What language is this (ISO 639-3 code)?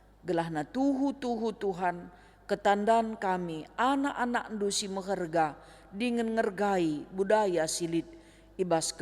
btx